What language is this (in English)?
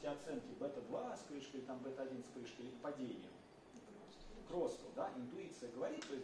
Russian